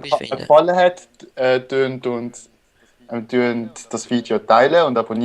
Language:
Swiss German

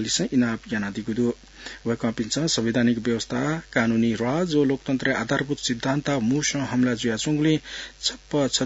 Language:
Newari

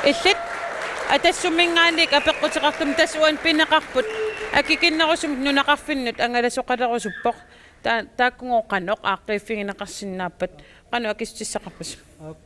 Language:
Kalaallisut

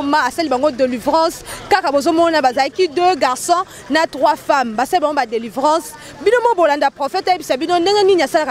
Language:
Lingala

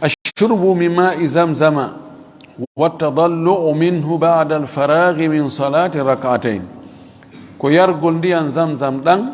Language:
Fula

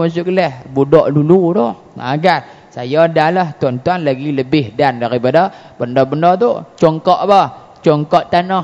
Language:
Malay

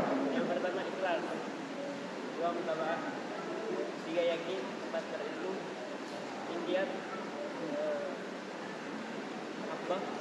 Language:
Indonesian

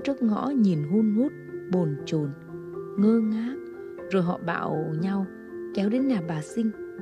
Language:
Vietnamese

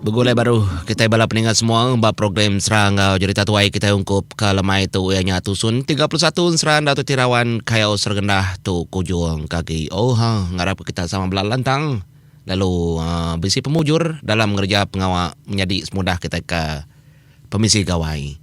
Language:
Iban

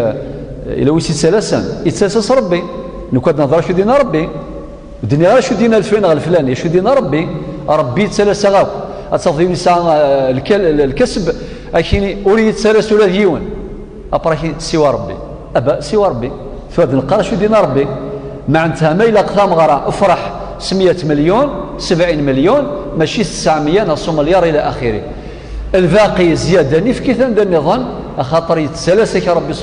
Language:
Kabyle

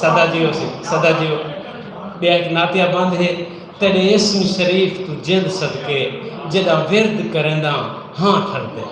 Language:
Saraiki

